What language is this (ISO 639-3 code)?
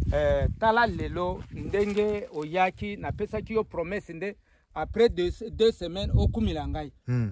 lin